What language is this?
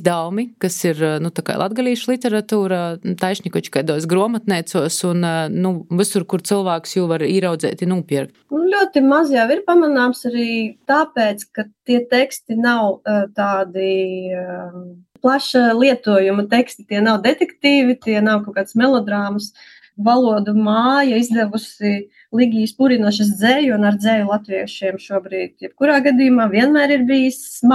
Latvian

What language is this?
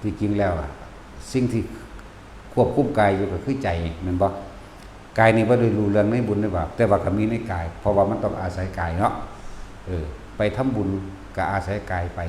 Lao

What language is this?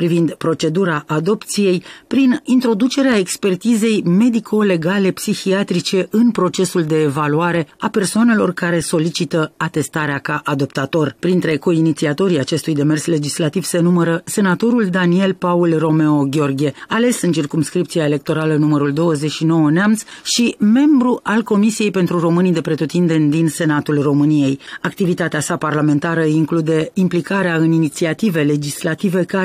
Romanian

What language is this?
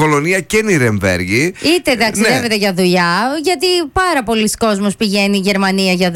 Greek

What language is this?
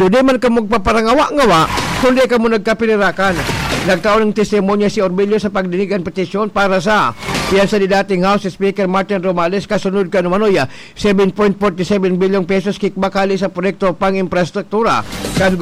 Bikol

